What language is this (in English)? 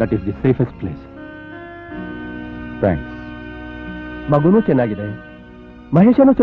Kannada